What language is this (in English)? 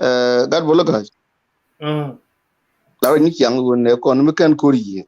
Nuer